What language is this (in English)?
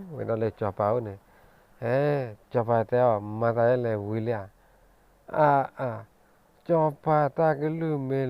S'gaw Karen